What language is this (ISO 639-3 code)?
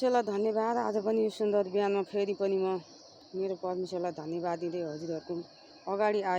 nep